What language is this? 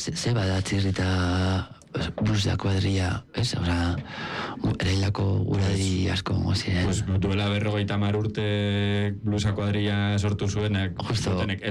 Basque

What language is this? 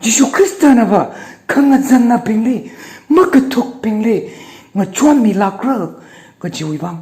Tangkhul Naga (India)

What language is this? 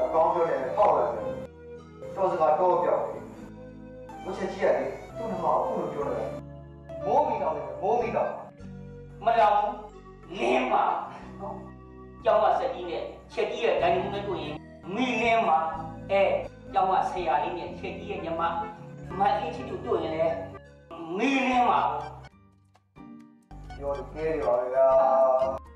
Burmese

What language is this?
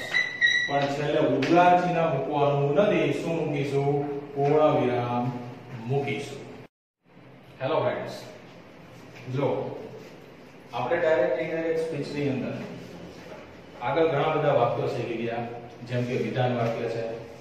Gujarati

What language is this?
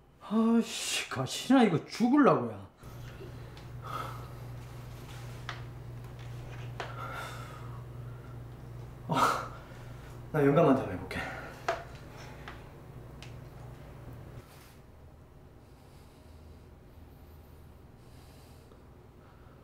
Korean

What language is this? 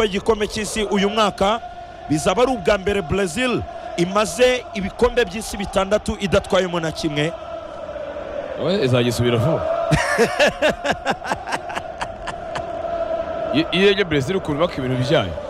Kinyarwanda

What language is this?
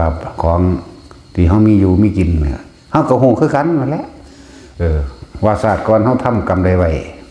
Northeastern Thai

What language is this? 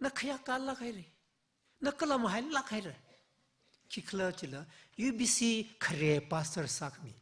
Tangkhul Naga (India)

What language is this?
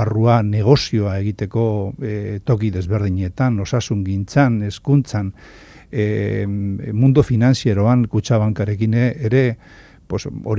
Basque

